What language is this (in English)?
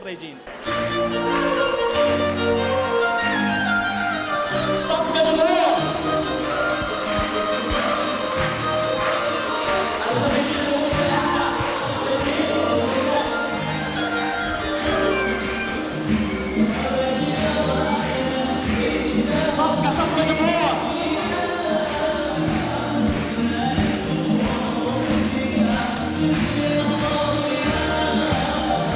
Arabic